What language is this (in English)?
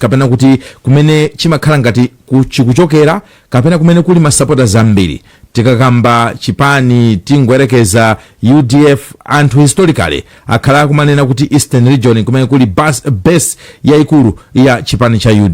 Nyanja